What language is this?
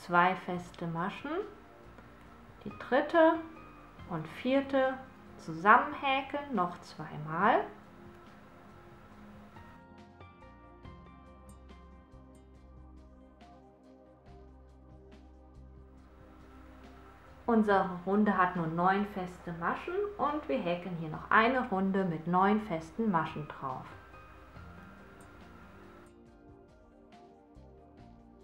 German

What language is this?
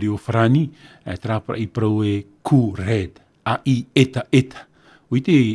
Tahitian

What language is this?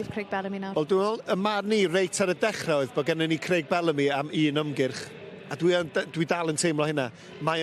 Welsh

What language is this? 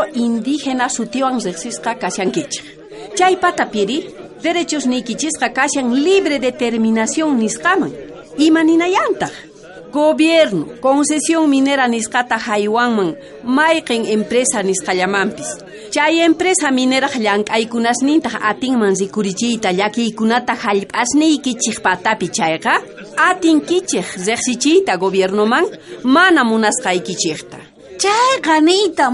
South Bolivian Quechua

